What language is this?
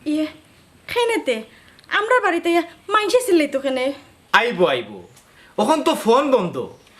Sylheti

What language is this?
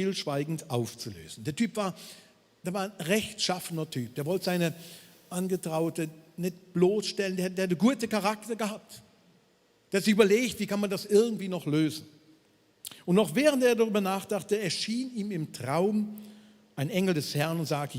Swiss German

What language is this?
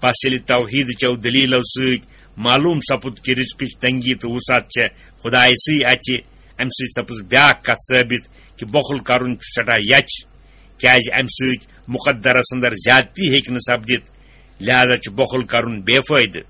Kashmiri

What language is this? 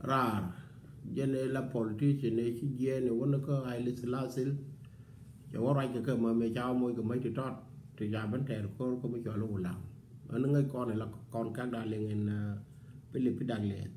Nuer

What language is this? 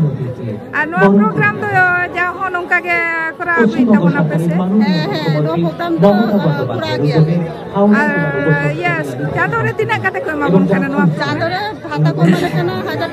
Santali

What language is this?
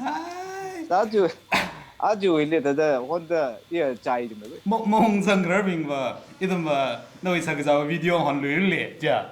Tangkhul Naga (India)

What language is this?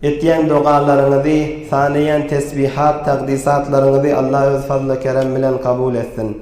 Turkmen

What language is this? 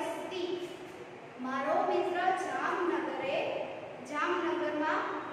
Gujarati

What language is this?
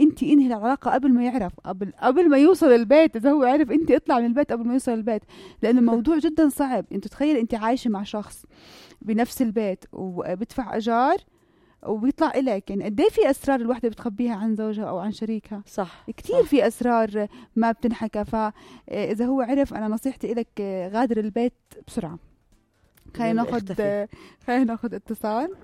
North Levantine Arabic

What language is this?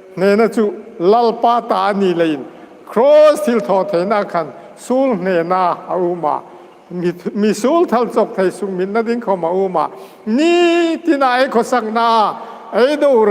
Hmar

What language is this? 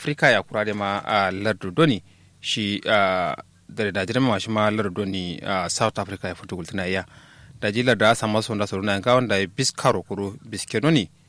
Kanuri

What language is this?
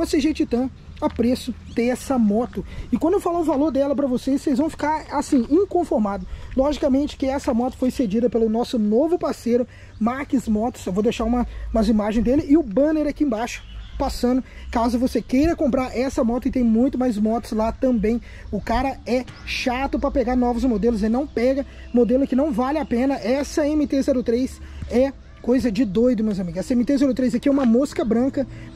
Portuguese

